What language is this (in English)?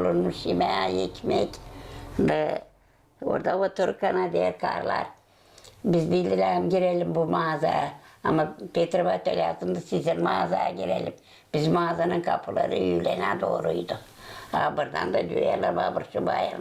Gagauz